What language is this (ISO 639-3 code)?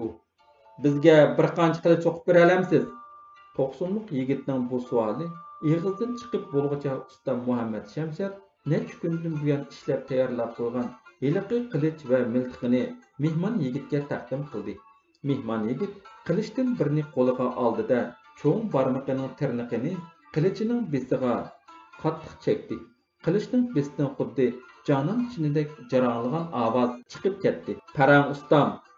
uig